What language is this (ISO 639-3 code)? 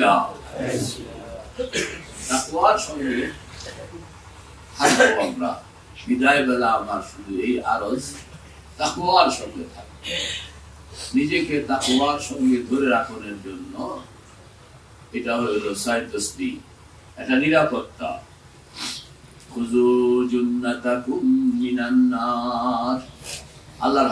ben